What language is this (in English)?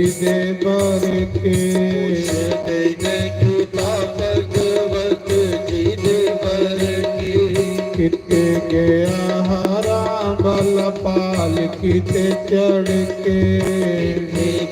Dogri